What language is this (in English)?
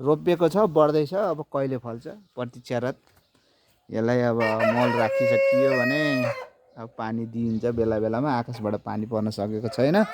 Nepali